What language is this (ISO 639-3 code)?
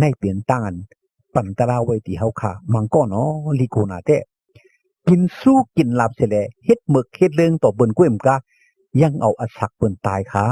shn